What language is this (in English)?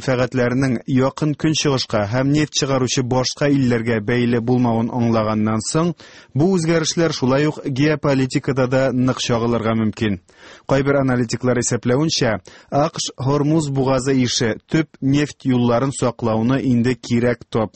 Tatar